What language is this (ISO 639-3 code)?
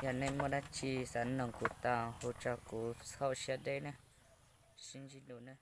hmn